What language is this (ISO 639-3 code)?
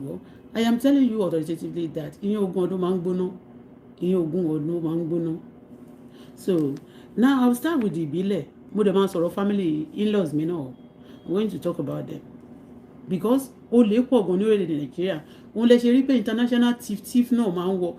yor